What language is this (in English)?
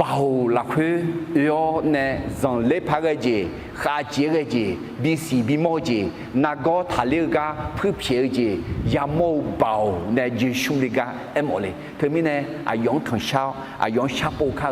Akha